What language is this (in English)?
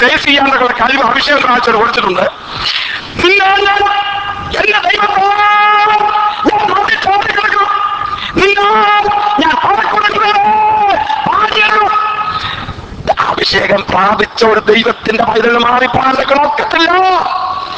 Malayalam